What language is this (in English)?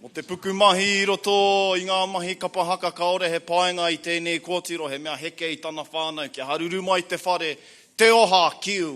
Māori